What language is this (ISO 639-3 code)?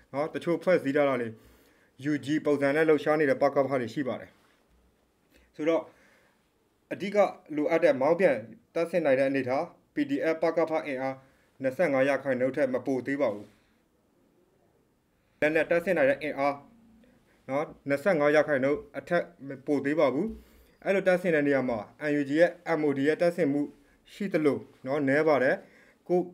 mya